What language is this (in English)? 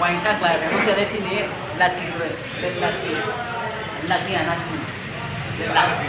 Riang (India)